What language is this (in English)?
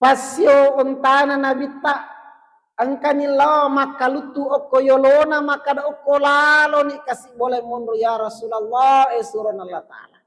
Buginese